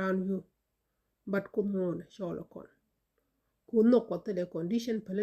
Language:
Nuer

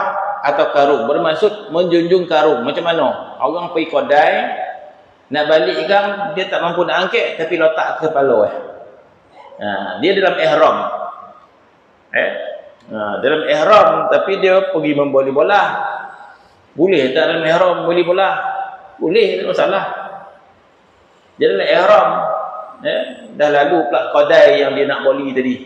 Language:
Malay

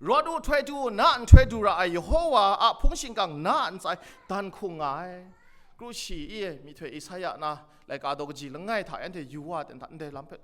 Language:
Kachin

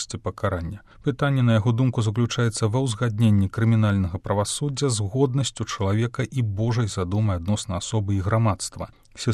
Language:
Belarusian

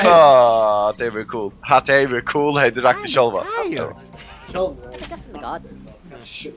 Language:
Faroese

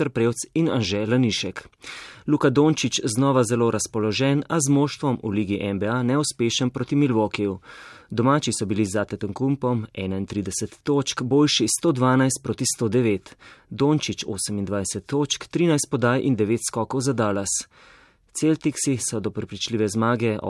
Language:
Slovenian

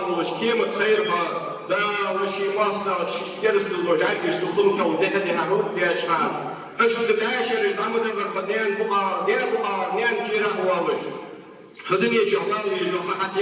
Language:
Ingush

